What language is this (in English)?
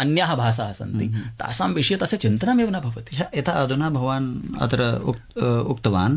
Sanskrit